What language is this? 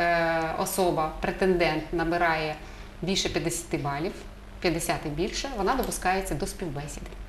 Ukrainian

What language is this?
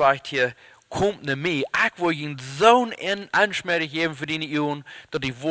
Plautdietsch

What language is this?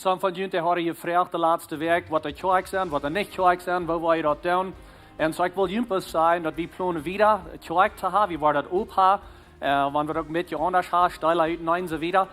Plautdietsch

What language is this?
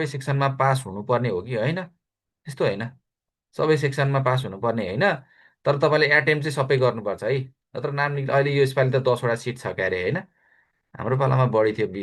Nepali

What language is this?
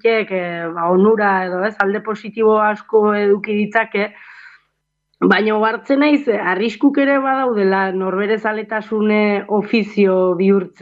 Basque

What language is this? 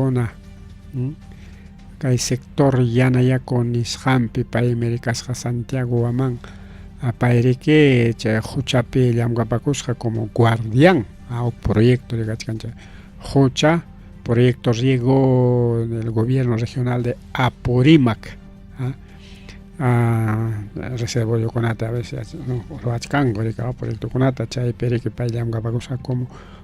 Ayacucho Quechua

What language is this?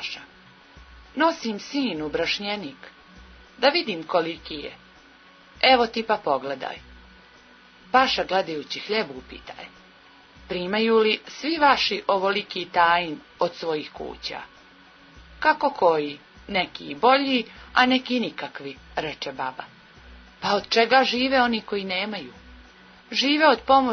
Serbian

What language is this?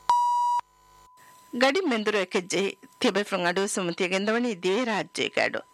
Divehi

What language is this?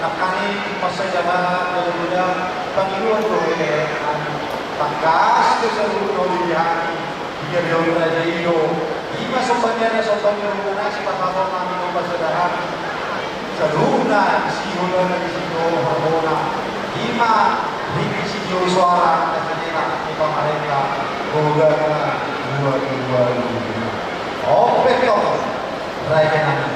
Batak Toba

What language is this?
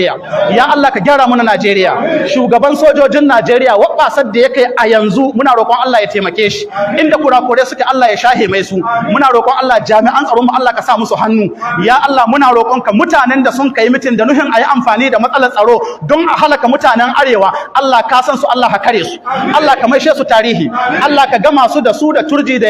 Hausa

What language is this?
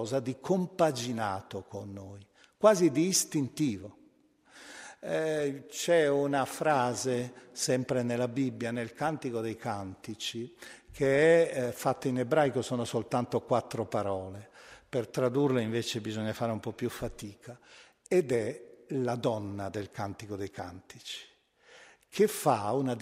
Italian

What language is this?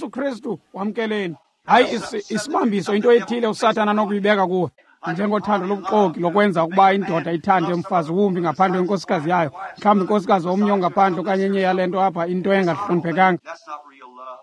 Xhosa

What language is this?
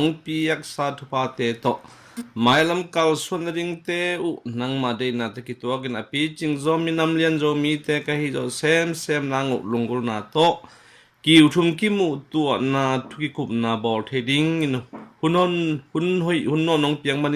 Tedim Chin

